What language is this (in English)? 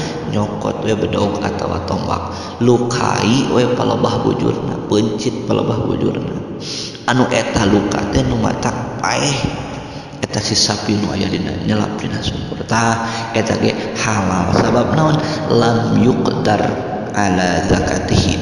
Sundanese